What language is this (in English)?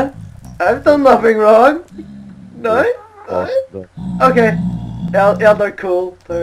Faroese